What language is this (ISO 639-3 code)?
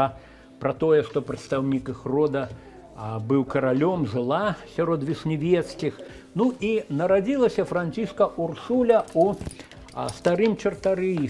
bel